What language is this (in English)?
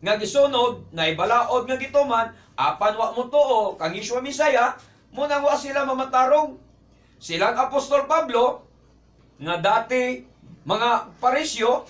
Cebuano